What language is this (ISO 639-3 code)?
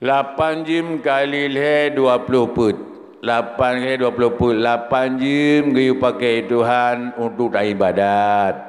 ace